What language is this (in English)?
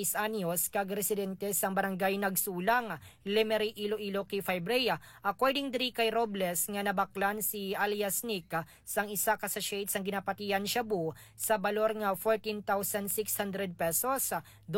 Hiligaynon